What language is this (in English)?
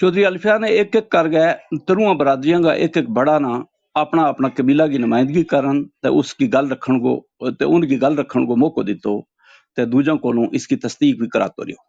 Gujari